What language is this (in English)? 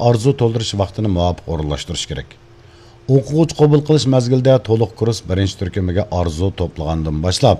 Uyghur